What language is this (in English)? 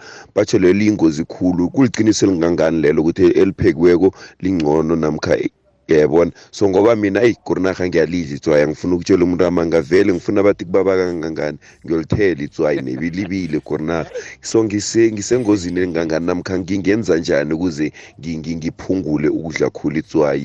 South Ndebele